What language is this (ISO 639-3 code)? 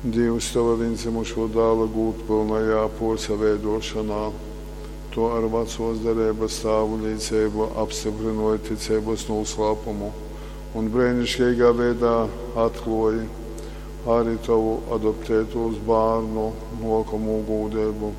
ltg